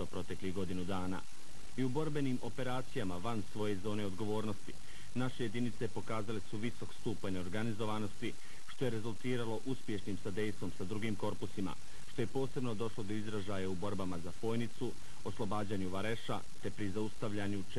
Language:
Bosnian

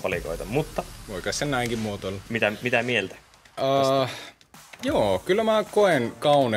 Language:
Finnish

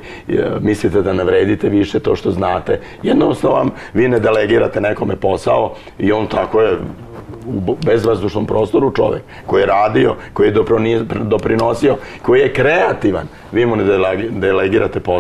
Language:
Serbian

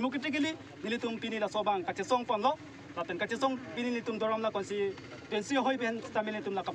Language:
Karbi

